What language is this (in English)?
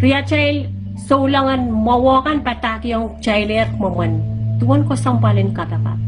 Pohnpeian